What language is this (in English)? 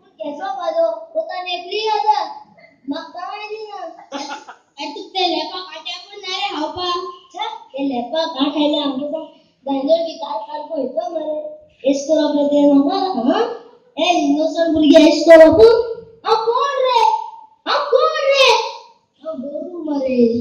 Konkani